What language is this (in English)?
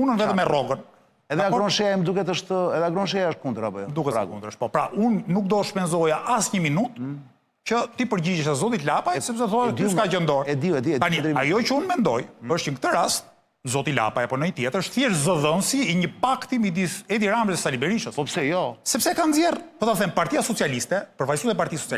Albanian